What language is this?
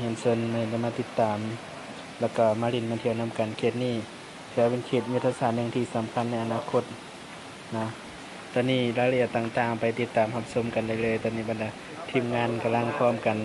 Lao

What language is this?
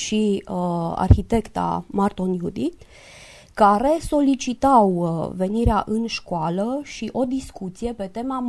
Romanian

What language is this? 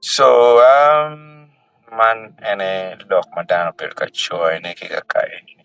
Acoli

